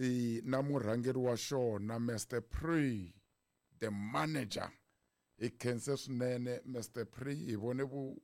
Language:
Tsonga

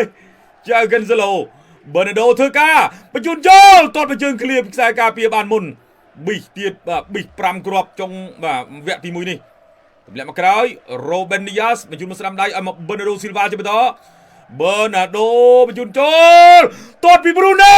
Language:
Khmer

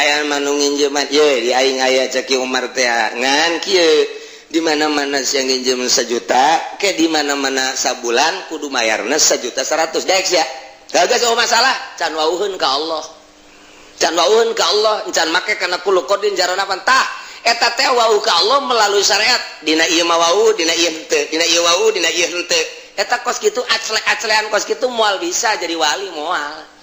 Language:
Sundanese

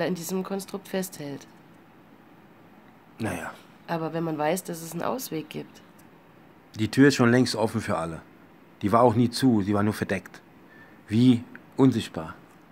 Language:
German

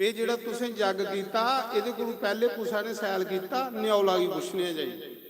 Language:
Dogri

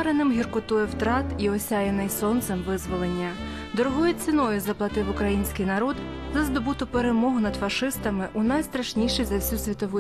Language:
Ukrainian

